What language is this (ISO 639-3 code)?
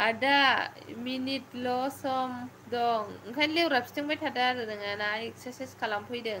brx